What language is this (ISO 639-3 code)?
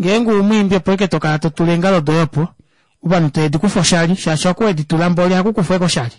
kua